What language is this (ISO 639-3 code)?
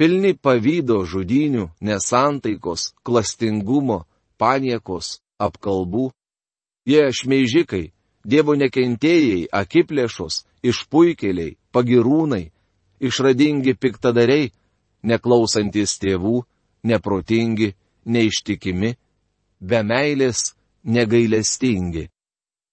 lit